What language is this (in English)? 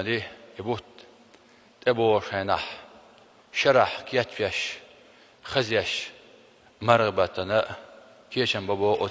Chechen